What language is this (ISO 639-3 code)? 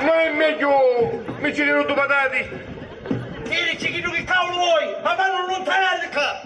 scn